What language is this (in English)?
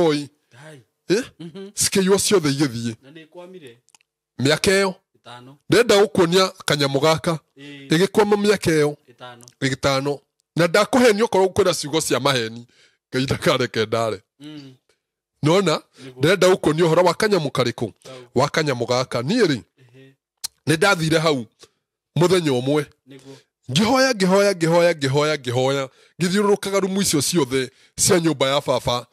Kikuyu